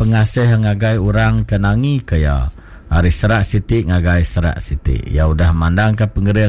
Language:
Iban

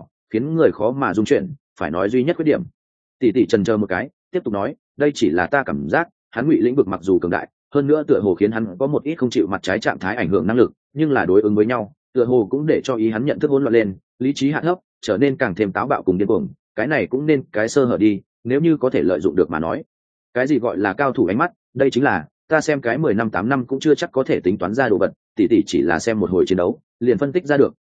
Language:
Vietnamese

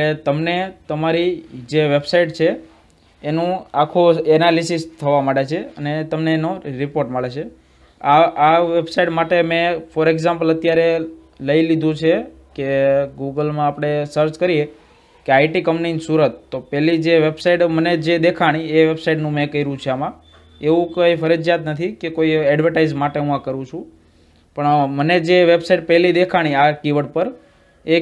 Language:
Gujarati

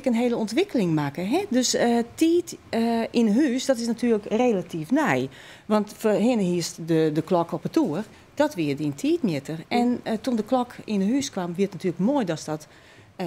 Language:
Western Frisian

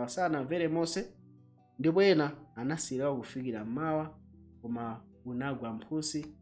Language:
Nyanja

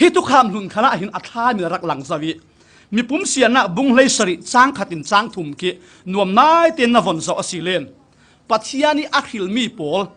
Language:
Falam Chin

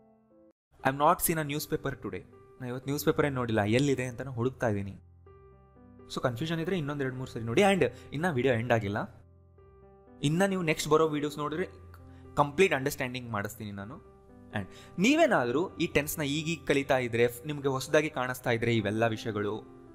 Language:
Kannada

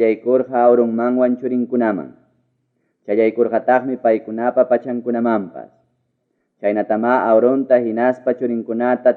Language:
Ayacucho Quechua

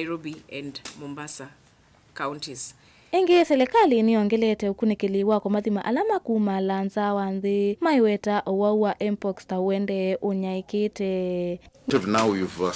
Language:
Kamba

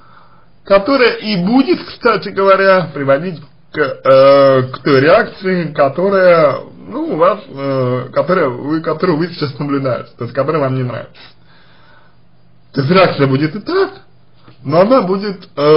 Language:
Russian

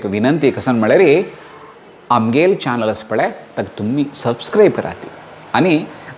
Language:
Konkani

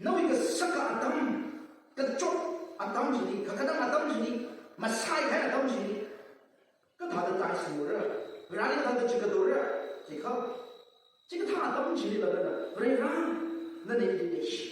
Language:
Tangkhul Naga (India)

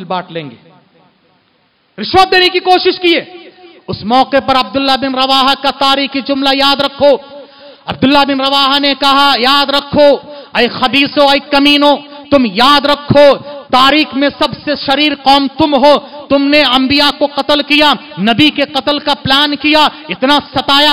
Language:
Urdu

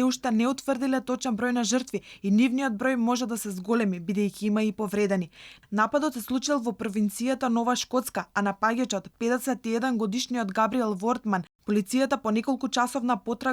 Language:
Macedonian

